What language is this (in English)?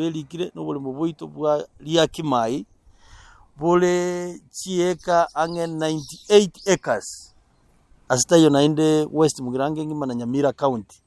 Gusii